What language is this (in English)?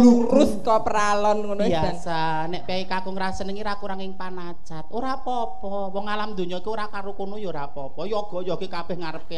Javanese